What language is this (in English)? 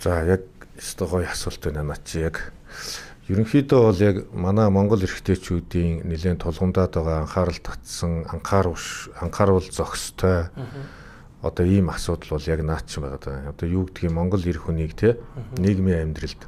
Mongolian